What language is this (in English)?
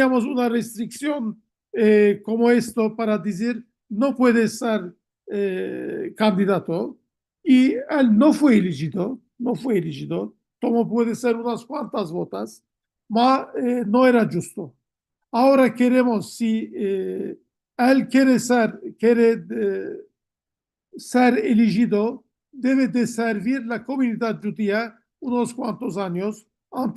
Ladino